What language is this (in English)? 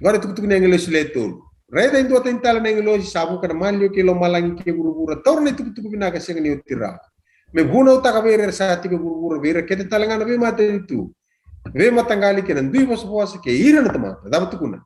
Fijian